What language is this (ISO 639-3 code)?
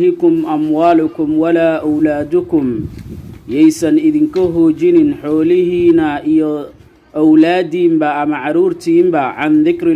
som